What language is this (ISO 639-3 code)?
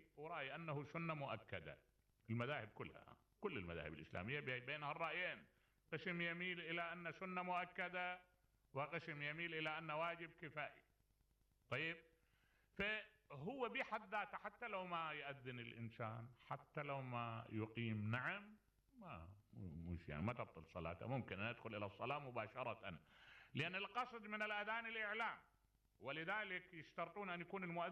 acm